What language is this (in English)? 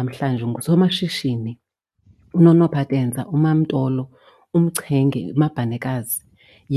Xhosa